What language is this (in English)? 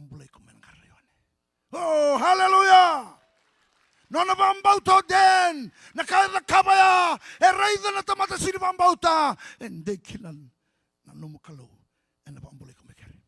Fijian